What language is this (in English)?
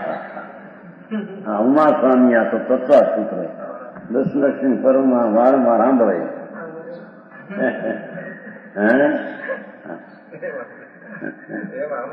Gujarati